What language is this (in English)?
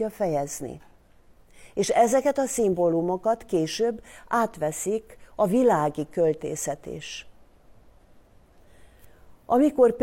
Hungarian